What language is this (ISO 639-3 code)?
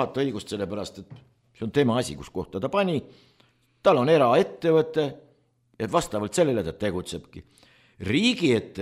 est